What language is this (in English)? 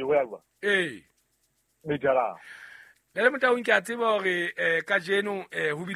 Southern Sotho